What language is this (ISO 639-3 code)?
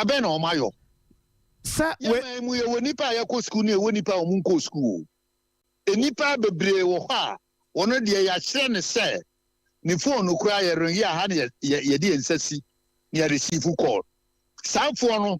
aka